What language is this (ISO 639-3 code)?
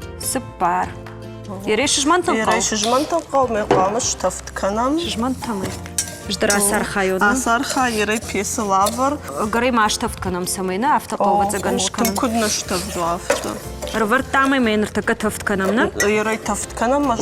oss